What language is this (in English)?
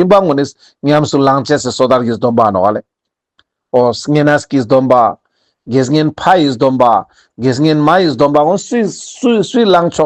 Ladakhi